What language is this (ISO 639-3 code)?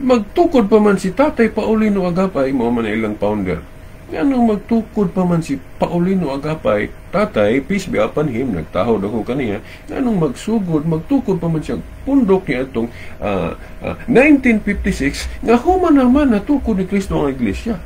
ceb